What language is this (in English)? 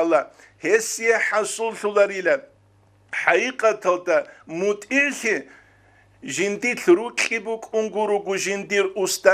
Avaric